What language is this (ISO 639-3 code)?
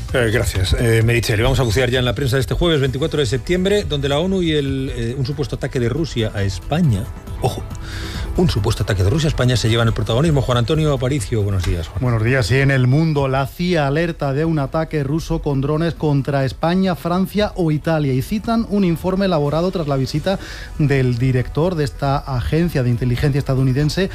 spa